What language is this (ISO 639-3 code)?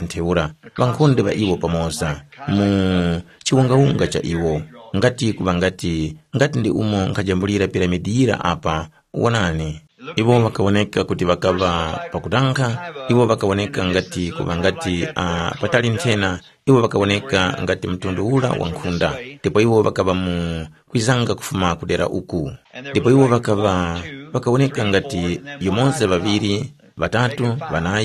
tum